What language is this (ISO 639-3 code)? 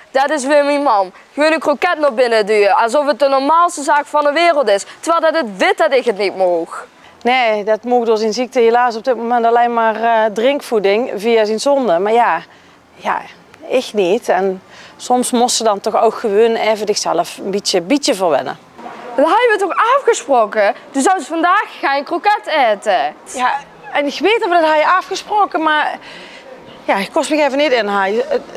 lim